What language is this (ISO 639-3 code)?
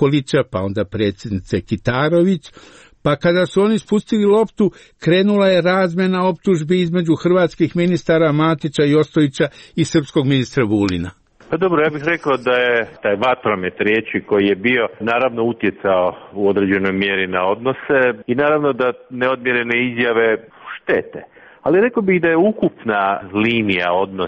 hrv